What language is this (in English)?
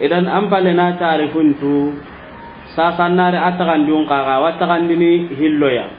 Soninke